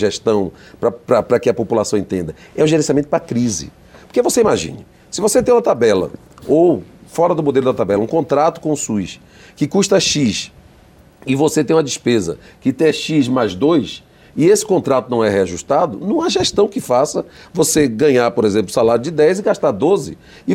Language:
Portuguese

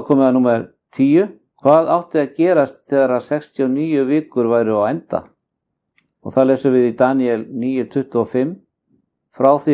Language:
Icelandic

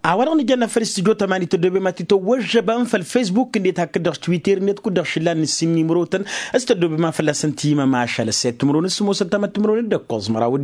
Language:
Tamasheq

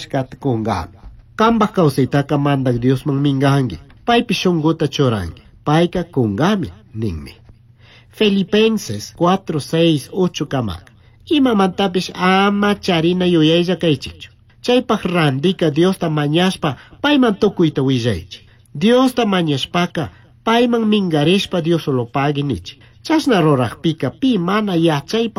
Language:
Chimborazo Highland Quichua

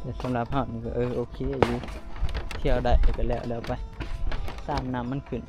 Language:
Northeastern Thai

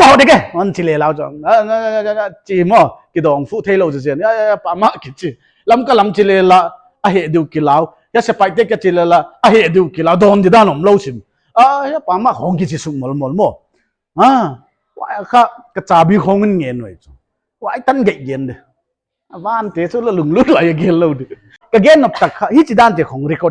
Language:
Paite Chin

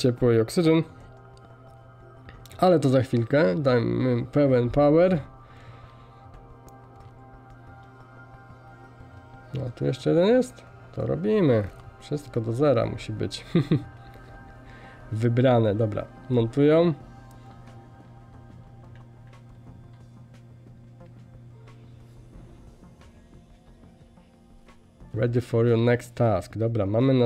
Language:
Polish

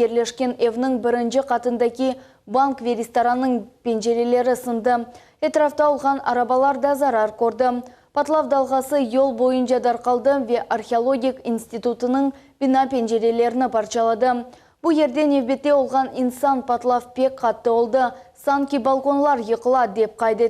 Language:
Crimean Tatar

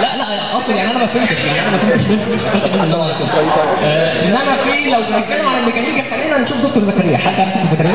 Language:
Egyptian Arabic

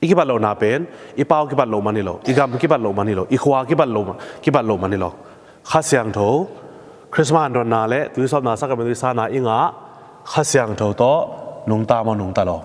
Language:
Tedim Chin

